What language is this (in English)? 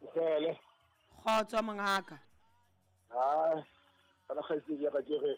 Southern Sotho